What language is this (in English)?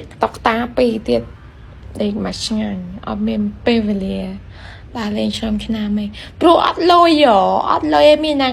Khmer